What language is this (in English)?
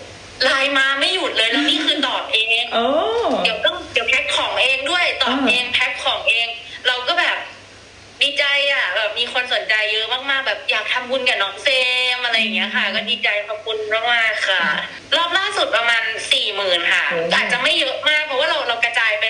Thai